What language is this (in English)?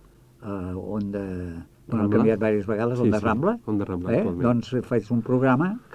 Catalan